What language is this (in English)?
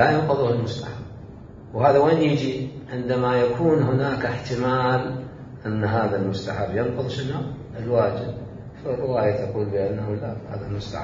Mesopotamian Arabic